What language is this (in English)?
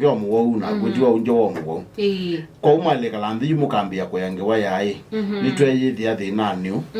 Kamba